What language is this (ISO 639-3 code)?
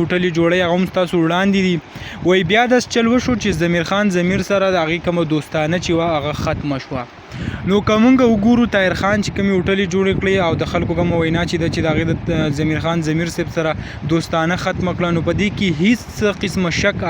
pus